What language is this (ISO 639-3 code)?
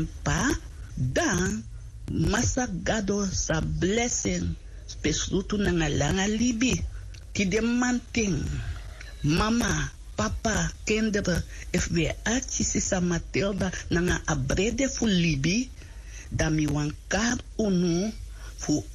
srn